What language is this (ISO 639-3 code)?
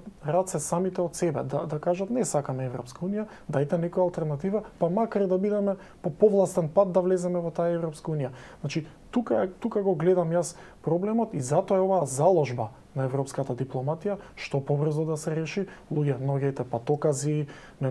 mkd